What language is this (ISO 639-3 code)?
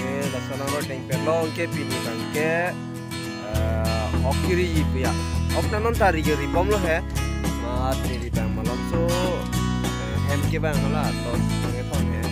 mjw